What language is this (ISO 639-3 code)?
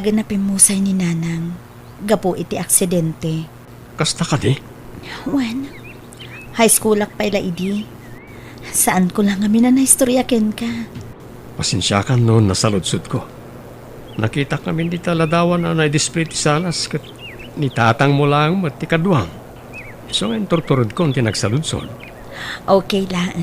ilo